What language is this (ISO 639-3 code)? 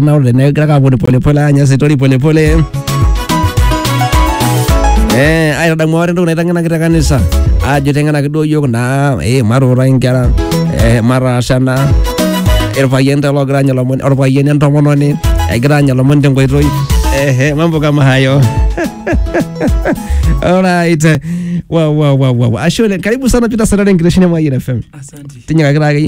mas